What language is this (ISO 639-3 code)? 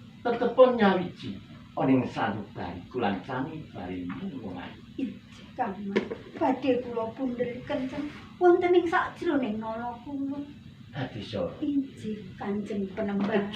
jav